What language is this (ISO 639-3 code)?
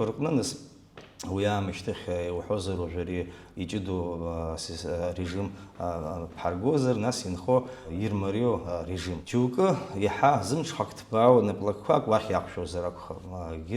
abk